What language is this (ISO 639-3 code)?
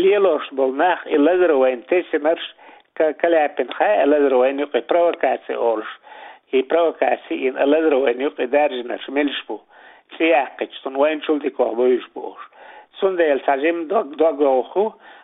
che